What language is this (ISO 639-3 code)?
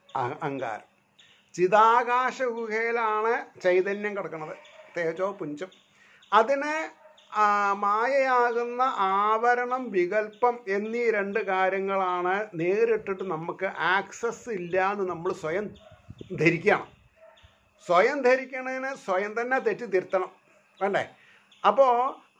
mal